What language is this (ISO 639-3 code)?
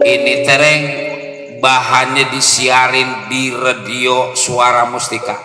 bew